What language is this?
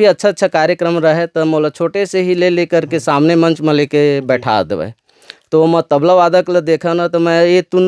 Chhattisgarhi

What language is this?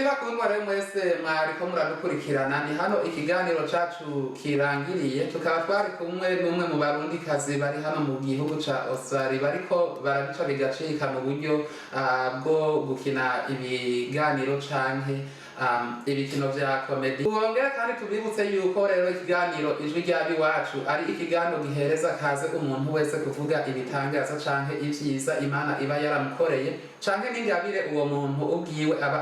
Rundi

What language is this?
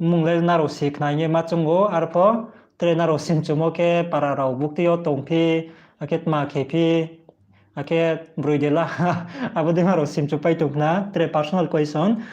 Riang (India)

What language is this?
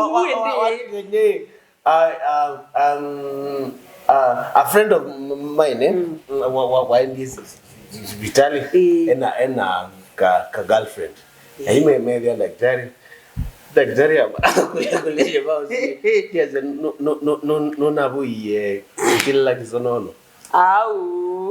Kamba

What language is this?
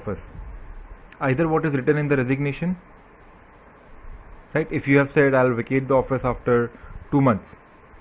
English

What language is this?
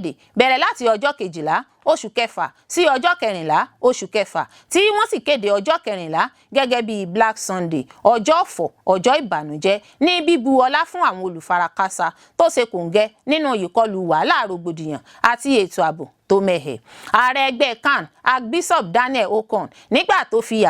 Yoruba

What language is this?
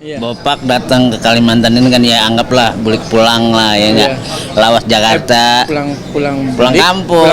Banjar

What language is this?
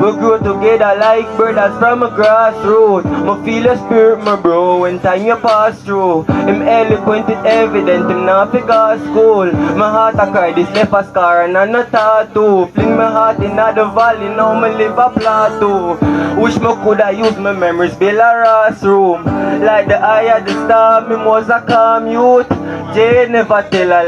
Jamaican Creole English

